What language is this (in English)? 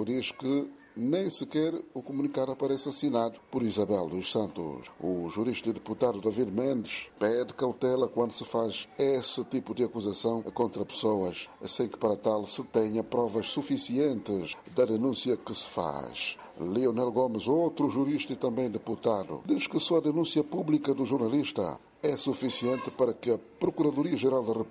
Portuguese